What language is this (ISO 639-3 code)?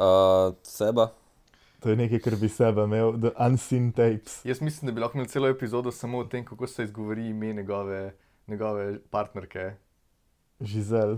slv